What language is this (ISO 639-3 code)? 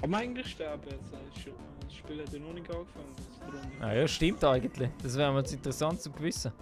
gsw